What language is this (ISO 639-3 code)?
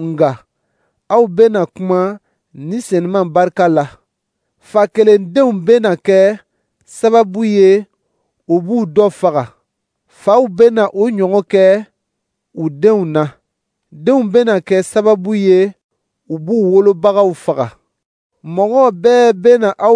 dyu